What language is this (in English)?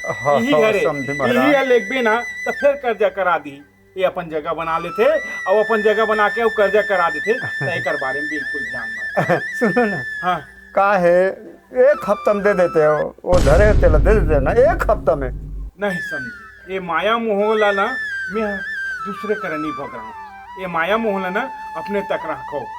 Chhattisgarhi